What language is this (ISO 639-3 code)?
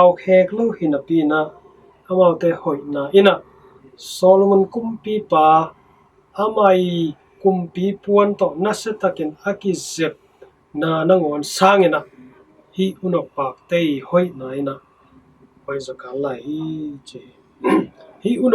ctd